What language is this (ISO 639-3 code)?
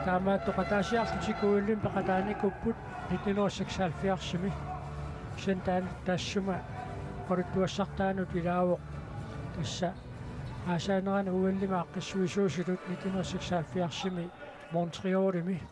kal